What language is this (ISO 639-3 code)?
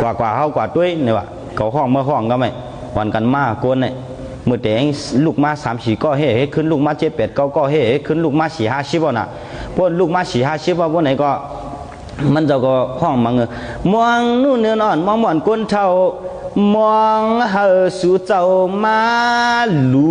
shn